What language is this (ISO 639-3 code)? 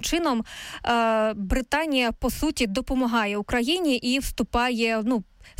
ukr